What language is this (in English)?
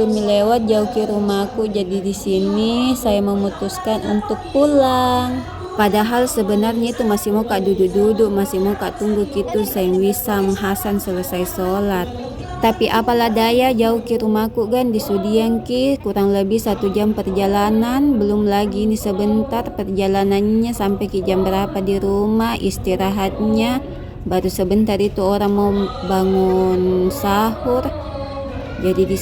Makassar Malay